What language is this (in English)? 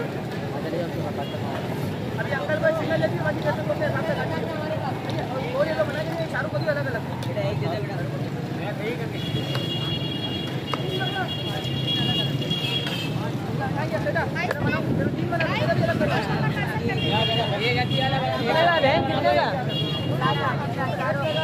Hindi